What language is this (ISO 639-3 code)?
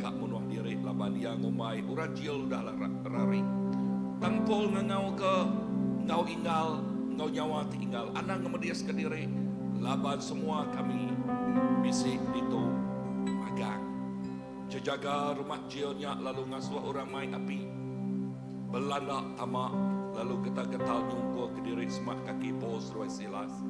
iba